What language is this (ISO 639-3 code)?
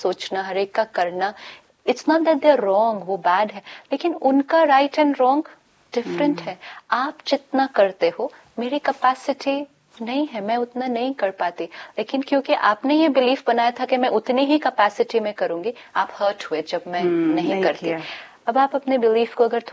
hin